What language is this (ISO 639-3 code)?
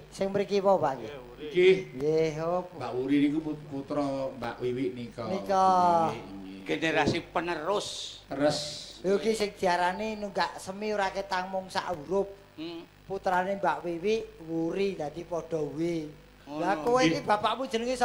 jav